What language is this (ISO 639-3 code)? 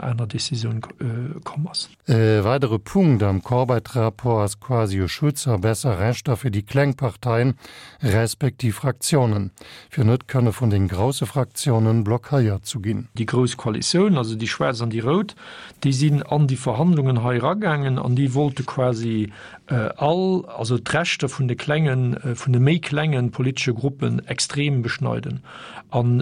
ltz